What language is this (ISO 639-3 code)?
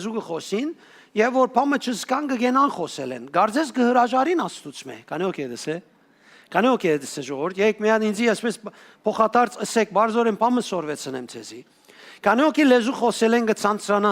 hyw